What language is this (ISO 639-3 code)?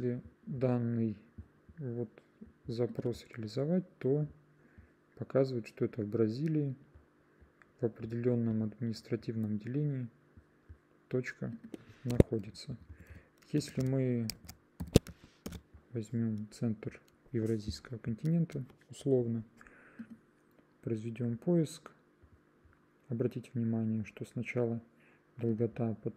rus